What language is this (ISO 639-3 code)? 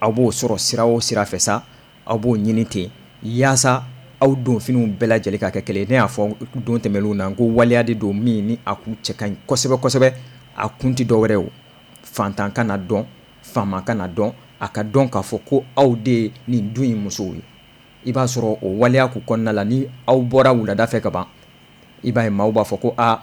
bam